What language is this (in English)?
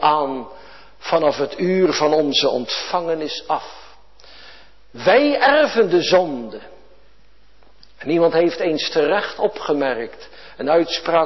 Dutch